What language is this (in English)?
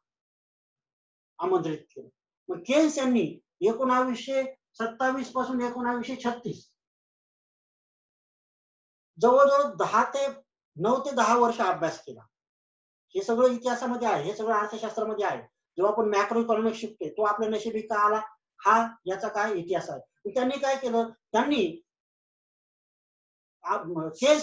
Marathi